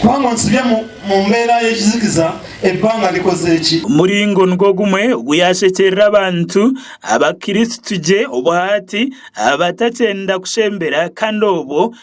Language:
Nyankole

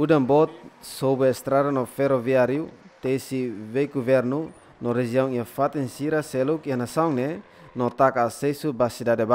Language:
Tetum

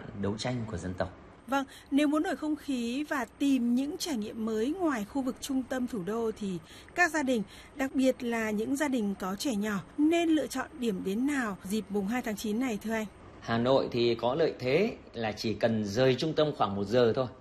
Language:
Vietnamese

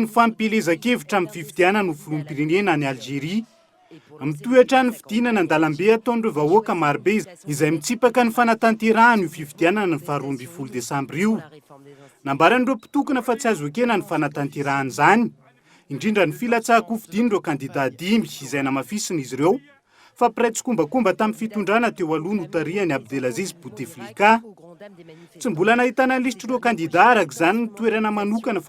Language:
Malagasy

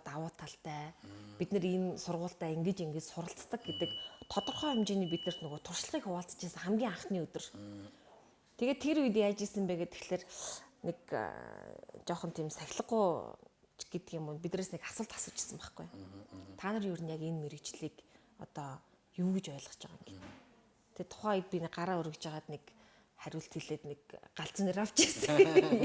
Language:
Mongolian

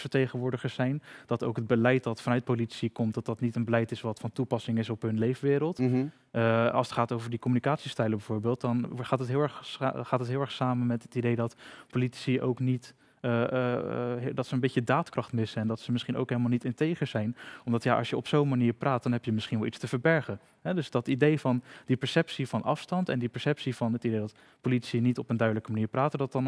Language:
Dutch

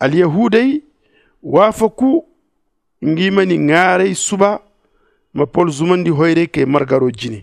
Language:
Zarma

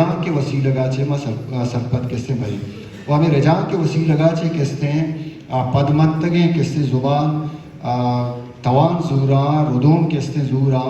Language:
Baluchi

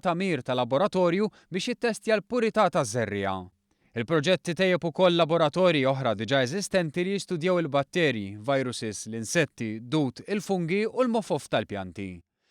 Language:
Maltese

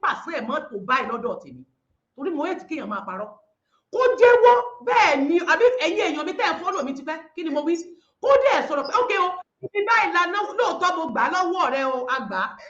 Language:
Yoruba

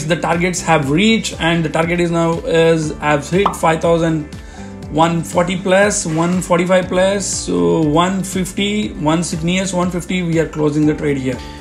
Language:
English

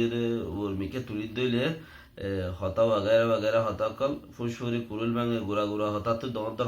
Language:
Rohingya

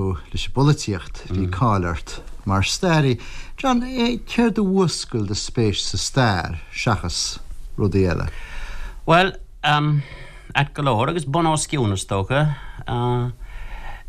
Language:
Irish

